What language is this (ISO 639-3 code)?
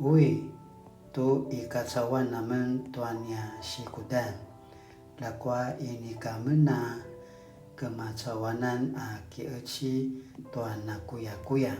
pwn